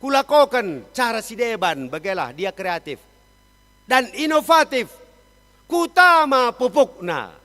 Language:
Batak Karo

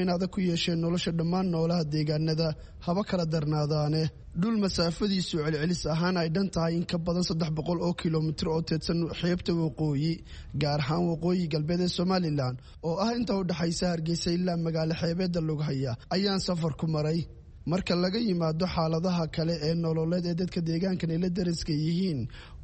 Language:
Somali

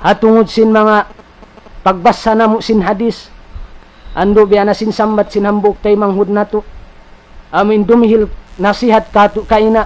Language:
Tausug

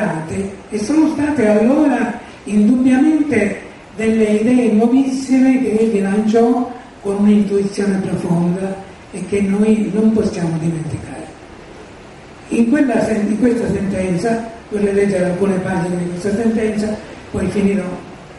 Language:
Italian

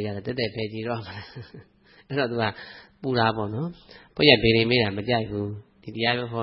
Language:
Burmese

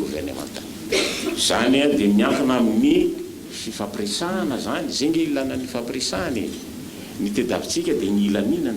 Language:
Malagasy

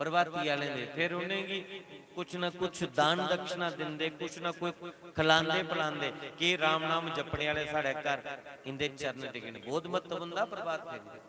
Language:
Dogri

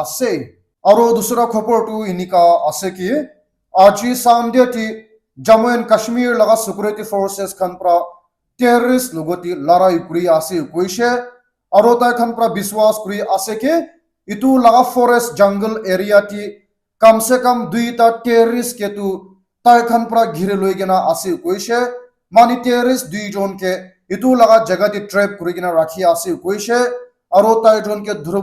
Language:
Naga Pidgin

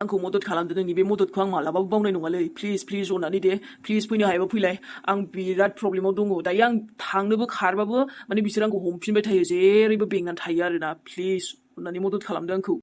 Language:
Bodo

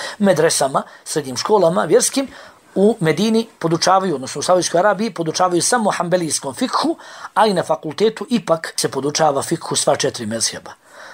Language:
Bosnian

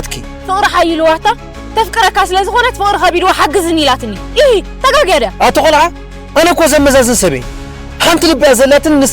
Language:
Tigrinya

